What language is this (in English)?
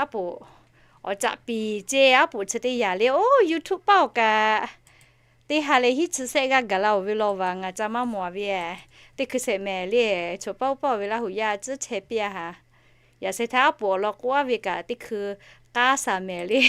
Lahu